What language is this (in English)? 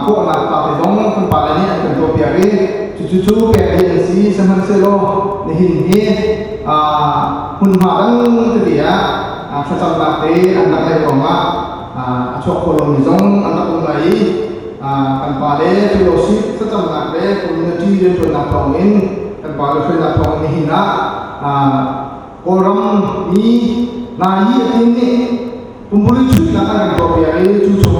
Hakha Chin